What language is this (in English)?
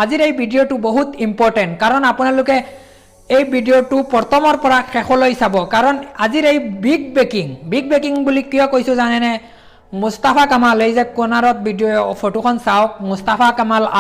Assamese